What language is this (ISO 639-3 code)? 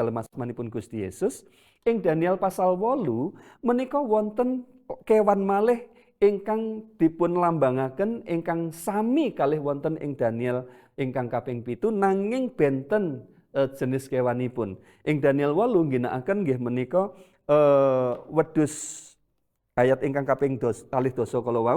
jav